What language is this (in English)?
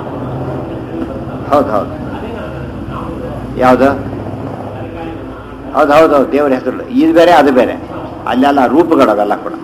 Kannada